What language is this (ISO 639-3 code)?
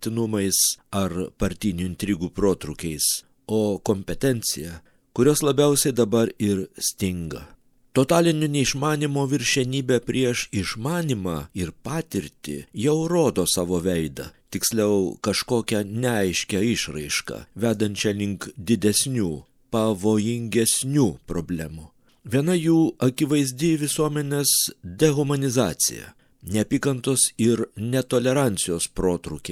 lit